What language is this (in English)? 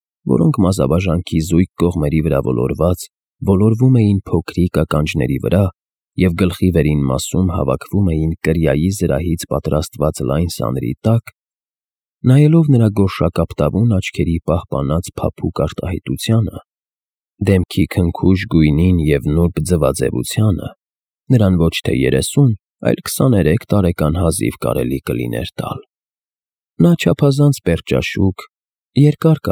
Armenian